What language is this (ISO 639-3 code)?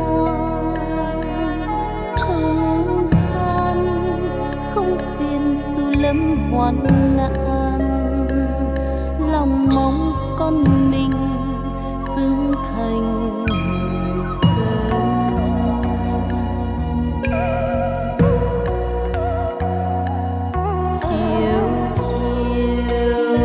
vie